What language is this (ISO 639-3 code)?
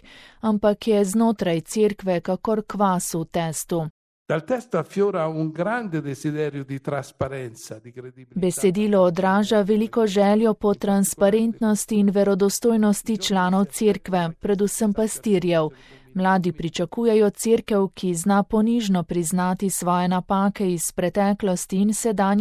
slv